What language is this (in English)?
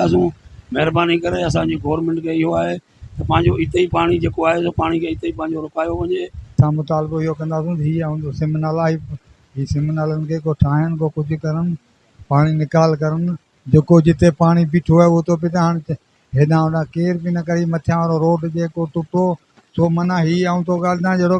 Sindhi